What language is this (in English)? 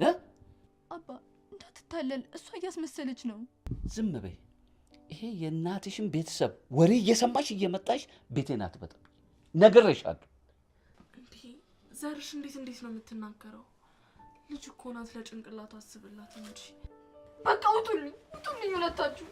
Amharic